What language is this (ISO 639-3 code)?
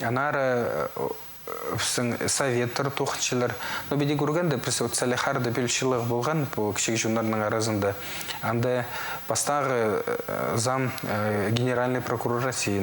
kjh